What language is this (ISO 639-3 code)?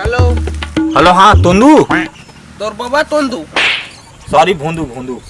hne